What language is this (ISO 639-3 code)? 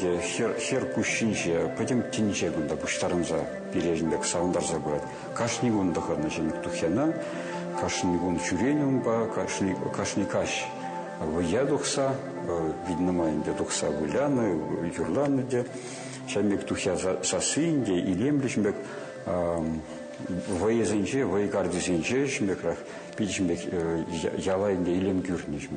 chv